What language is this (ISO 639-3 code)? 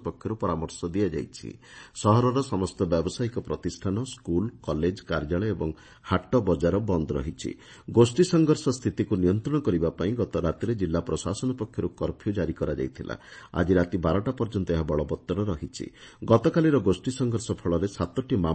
ori